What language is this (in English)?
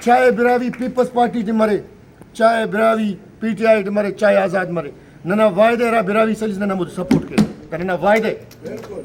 Brahui